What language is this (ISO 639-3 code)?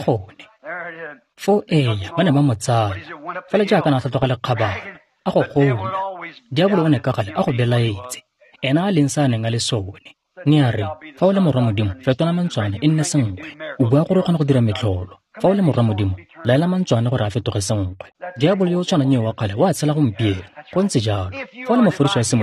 tsn